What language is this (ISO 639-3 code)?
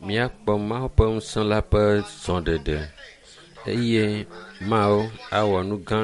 ewe